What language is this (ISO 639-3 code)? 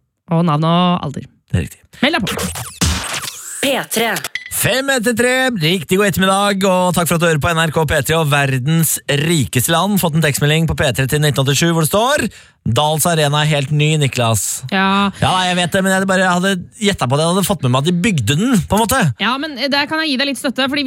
nor